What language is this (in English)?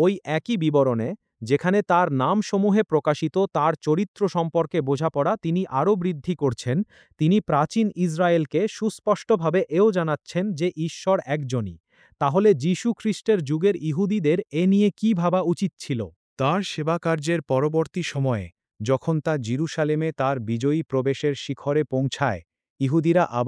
Bangla